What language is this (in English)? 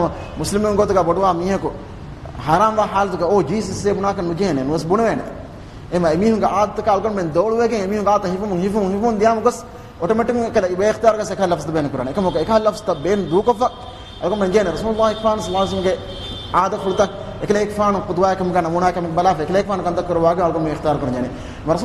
Divehi